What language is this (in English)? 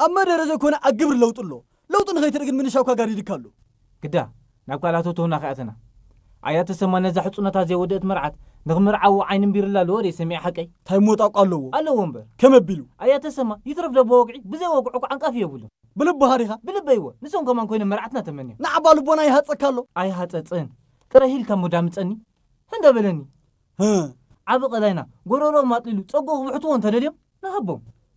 Tigrinya